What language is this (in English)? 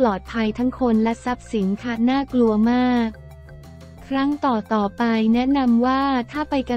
Thai